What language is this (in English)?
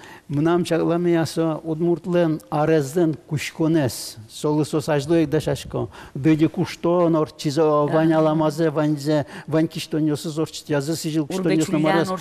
Udmurt